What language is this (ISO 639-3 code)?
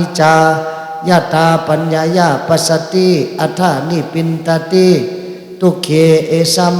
shn